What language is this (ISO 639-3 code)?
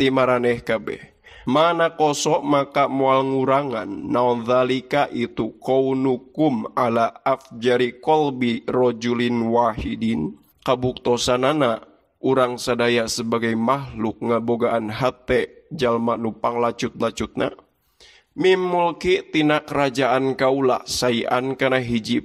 sun